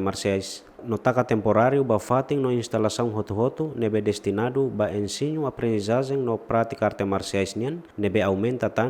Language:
Tetum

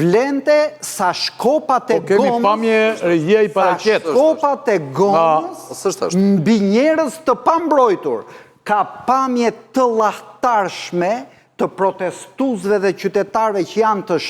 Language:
Albanian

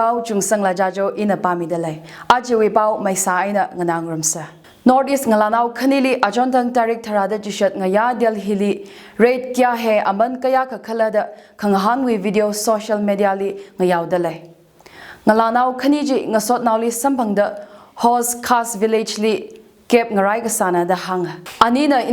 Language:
Tangkhul Naga (India)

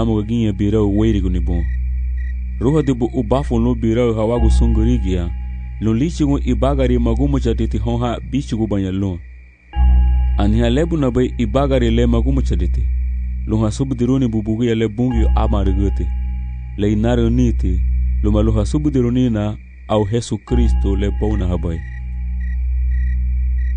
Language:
Garifuna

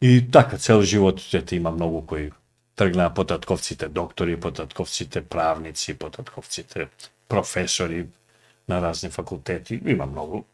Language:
Macedonian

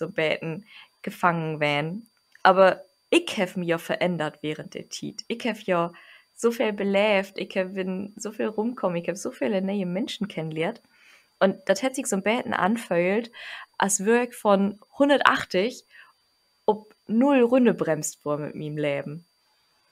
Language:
Low German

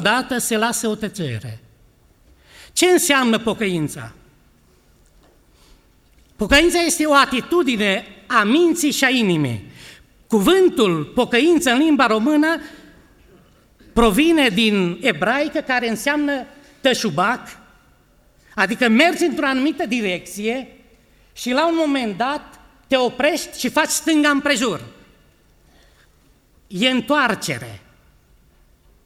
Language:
Romanian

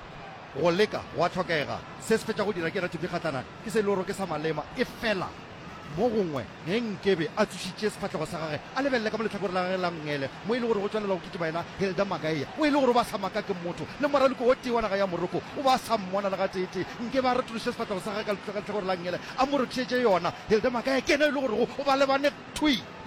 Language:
Northern Sotho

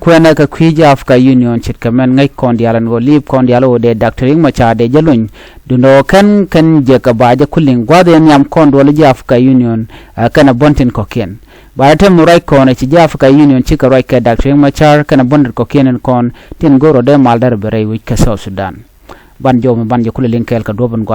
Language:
Nuer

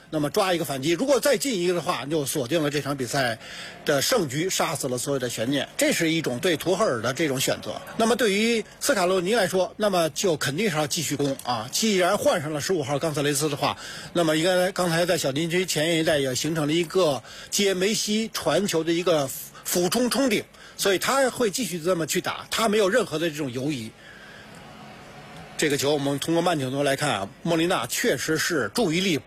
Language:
Chinese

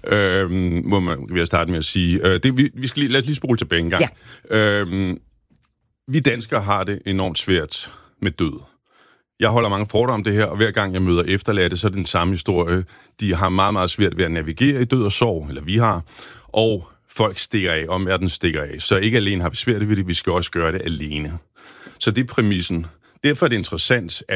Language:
Danish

